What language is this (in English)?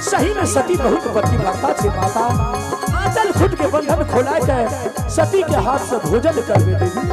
Angika